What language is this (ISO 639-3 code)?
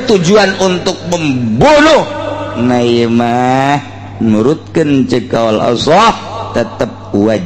sun